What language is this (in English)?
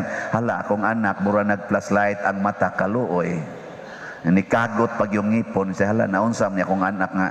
Cebuano